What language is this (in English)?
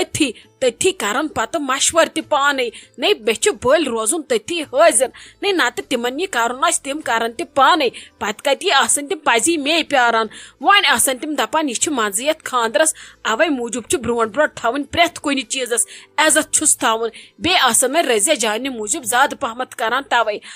Kashmiri